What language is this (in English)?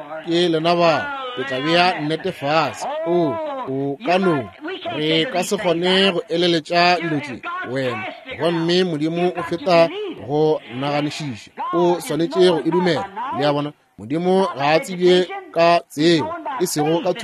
Northern Sotho